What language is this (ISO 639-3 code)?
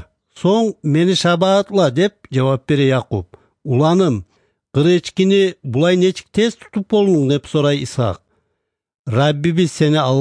kum